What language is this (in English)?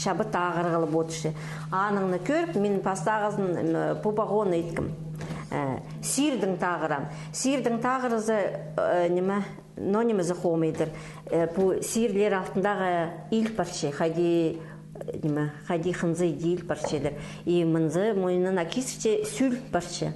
Khakas